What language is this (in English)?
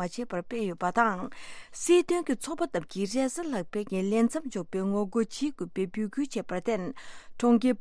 Tibetan